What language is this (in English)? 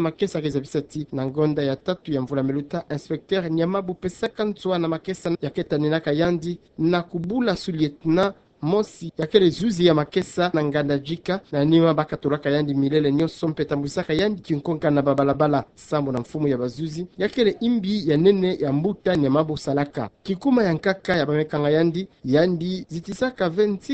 Kituba (Democratic Republic of Congo)